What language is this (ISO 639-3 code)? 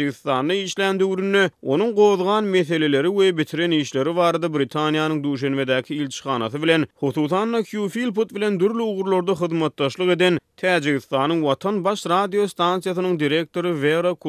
tuk